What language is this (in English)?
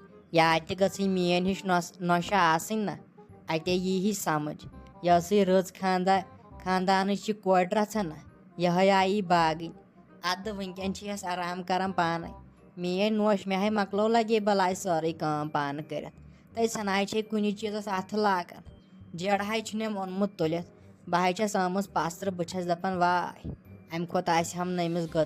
Kashmiri